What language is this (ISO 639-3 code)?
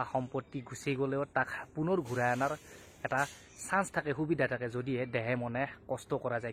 asm